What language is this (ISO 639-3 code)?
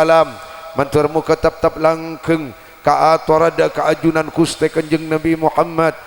mad